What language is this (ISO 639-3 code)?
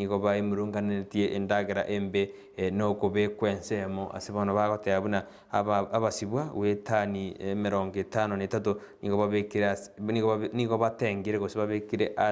guz